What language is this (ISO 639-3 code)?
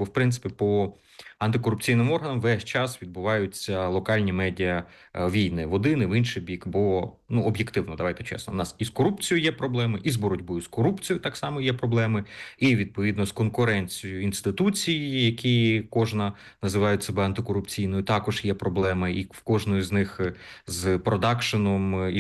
ukr